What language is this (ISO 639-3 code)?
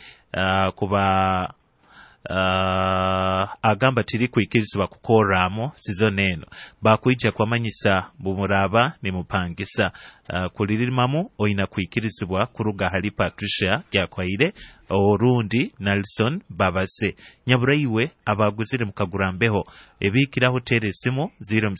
nyo